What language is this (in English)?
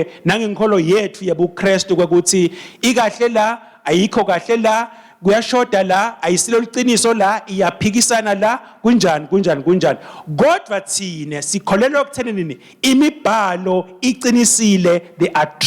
Swati